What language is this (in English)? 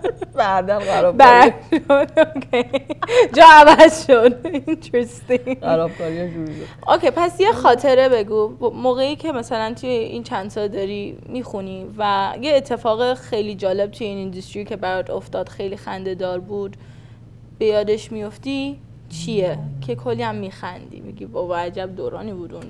Persian